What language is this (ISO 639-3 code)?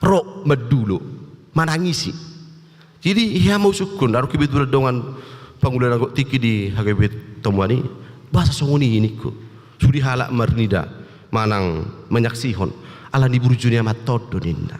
bbc